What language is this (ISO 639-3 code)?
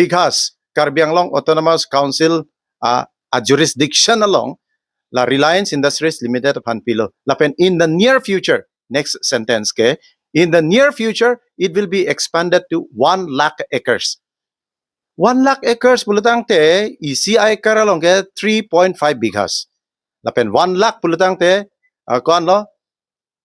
mjw